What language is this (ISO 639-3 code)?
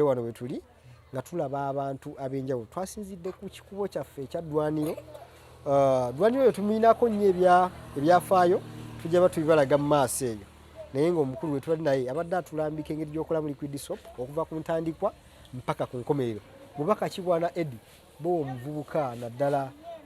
lug